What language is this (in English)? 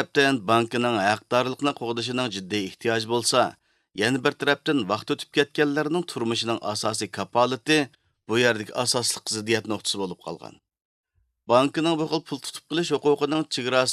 Uyghur